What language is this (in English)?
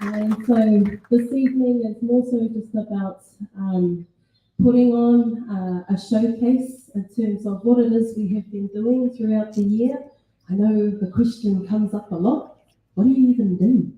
Māori